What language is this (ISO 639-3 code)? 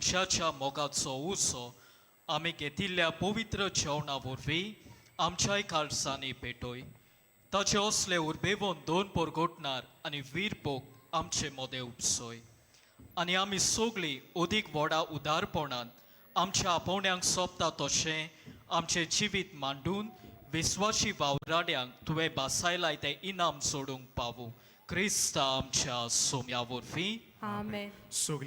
kok